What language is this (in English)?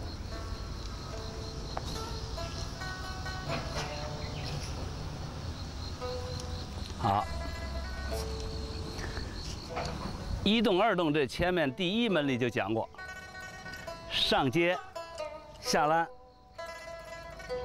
Chinese